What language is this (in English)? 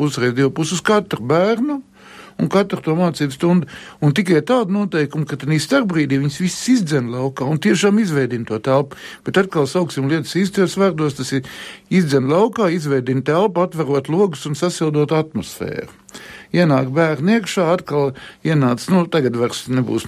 Latvian